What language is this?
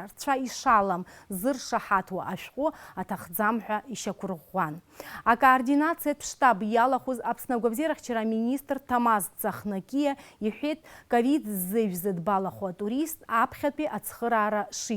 Abkhazian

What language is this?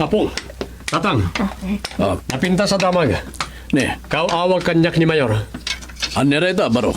Iloko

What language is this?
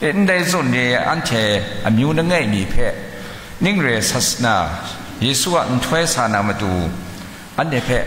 Kachin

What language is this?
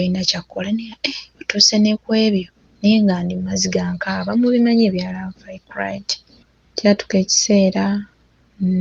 Ganda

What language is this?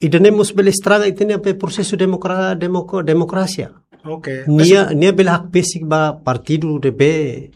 Tetum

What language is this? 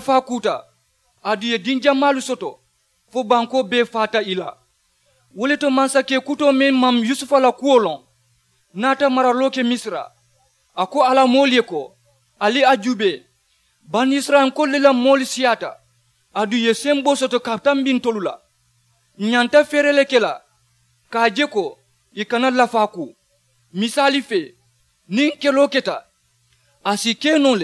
Mandingo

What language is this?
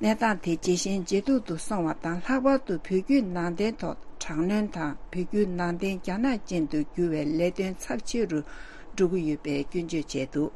Tibetan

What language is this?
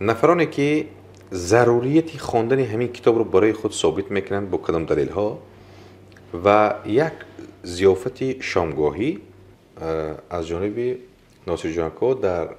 Tajik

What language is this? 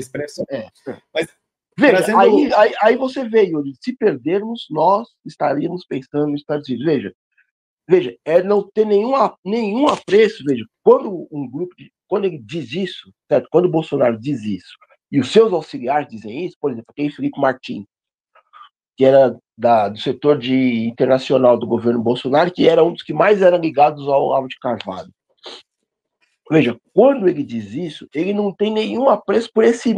Portuguese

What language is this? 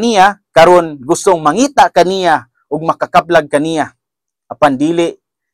Cebuano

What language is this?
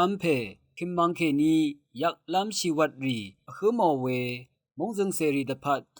Rawang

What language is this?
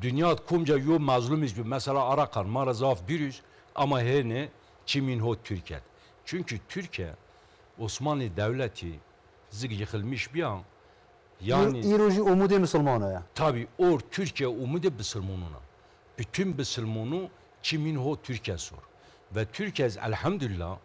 Zaza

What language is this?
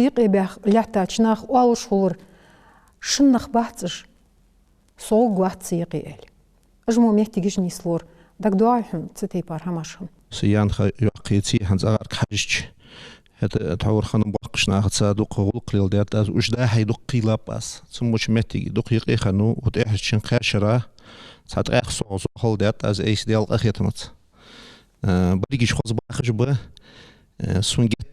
Ingush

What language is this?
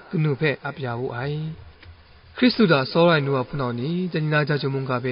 Kachin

